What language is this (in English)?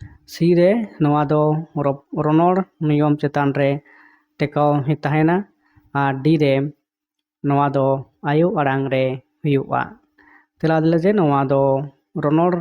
Santali